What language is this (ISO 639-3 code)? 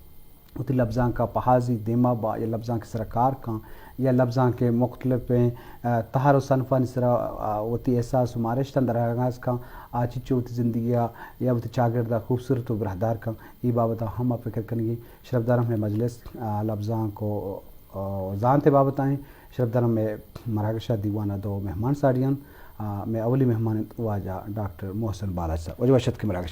bgp